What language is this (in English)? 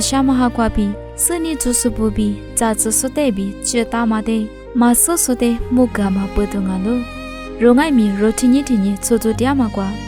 Lisu